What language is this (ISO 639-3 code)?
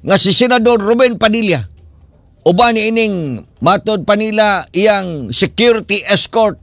ceb